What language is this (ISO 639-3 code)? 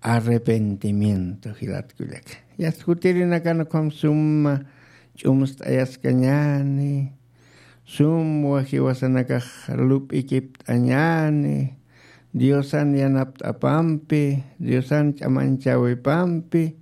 aym